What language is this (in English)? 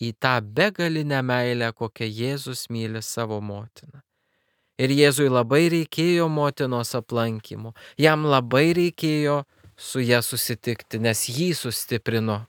Lithuanian